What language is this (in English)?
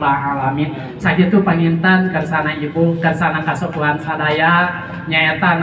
Sundanese